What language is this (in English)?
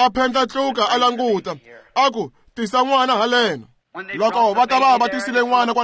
Tsonga